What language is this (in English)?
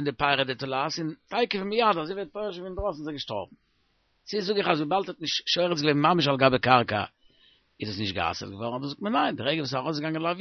Yiddish